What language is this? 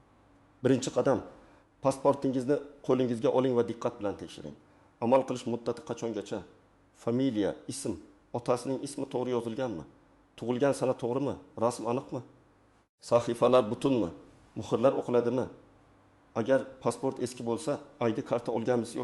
Uzbek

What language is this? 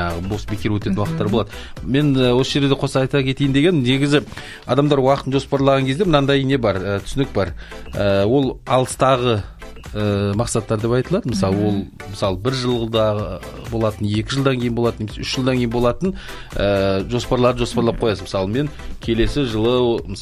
Kazakh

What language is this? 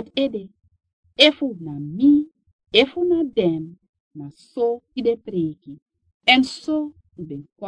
Sranan Tongo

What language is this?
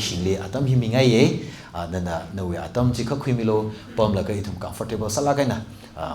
Tangkhul Naga (India)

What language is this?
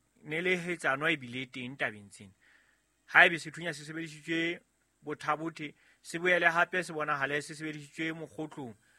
Southern Sotho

